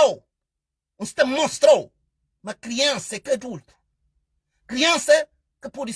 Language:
Kabuverdianu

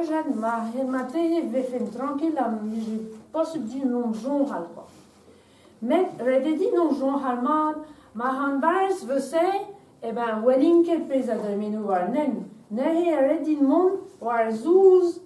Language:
Breton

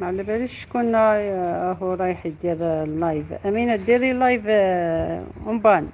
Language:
Algerian Arabic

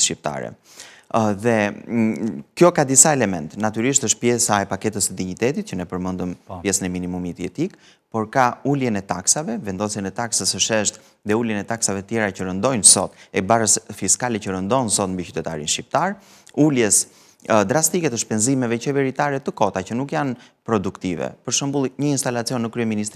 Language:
Albanian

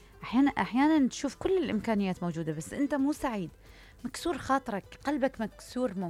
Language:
Mesopotamian Arabic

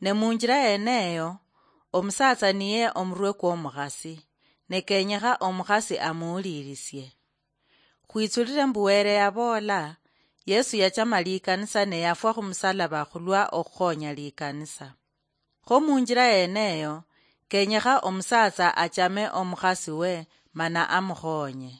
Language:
Luyia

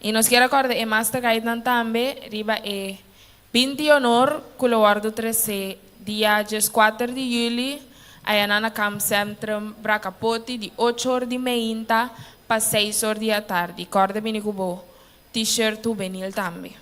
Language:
Papiamento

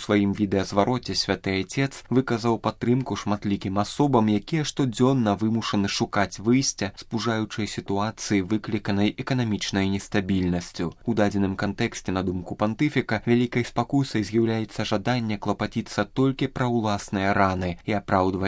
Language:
Belarusian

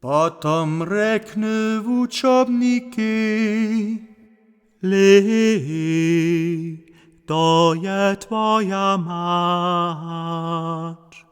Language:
Upper Sorbian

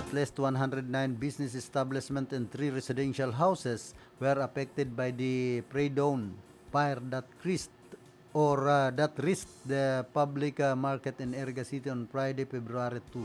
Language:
Bikol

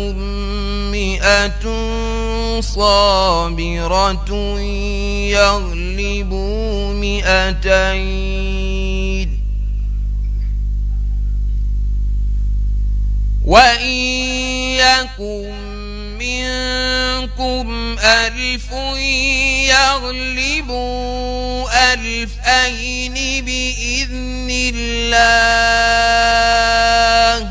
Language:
Arabic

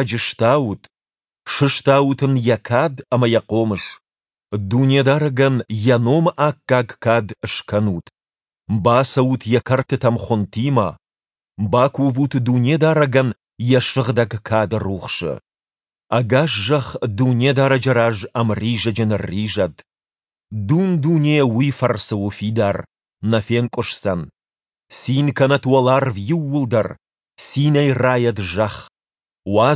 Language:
Ossetic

